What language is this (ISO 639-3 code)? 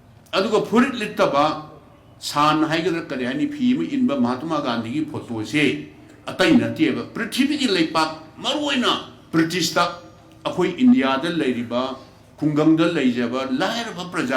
mni